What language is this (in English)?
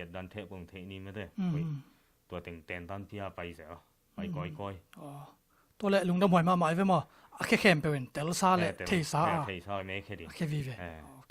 Tedim Chin